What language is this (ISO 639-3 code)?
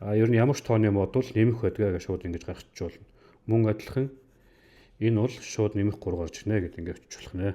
mon